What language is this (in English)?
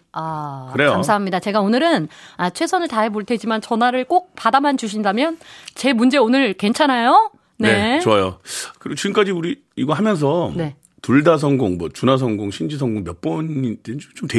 Korean